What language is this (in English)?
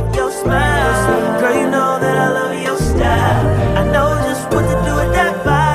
English